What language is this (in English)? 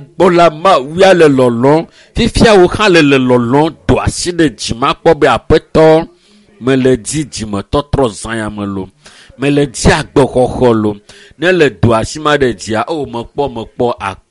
Ewe